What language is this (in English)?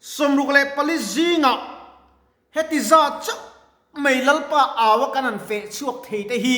Mizo